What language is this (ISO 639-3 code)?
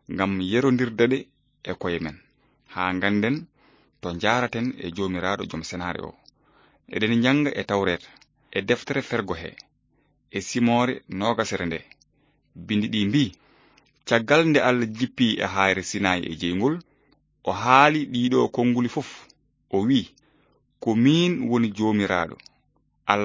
ful